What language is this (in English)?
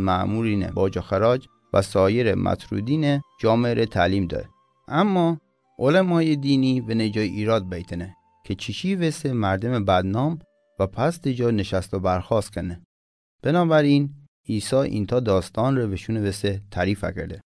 Mazanderani